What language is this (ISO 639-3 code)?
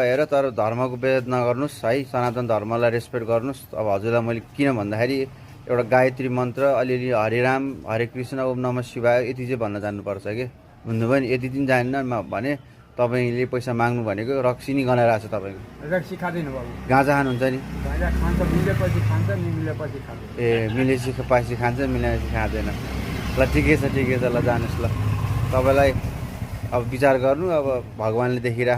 nep